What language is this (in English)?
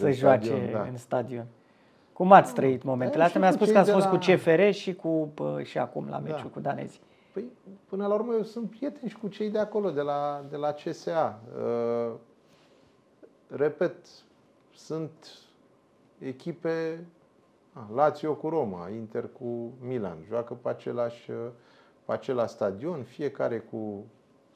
Romanian